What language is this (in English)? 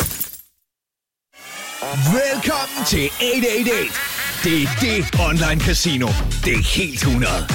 Danish